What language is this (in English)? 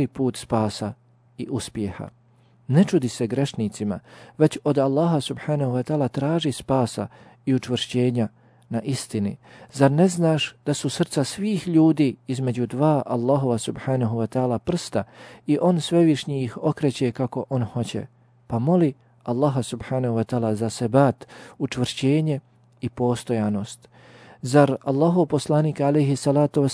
Bosnian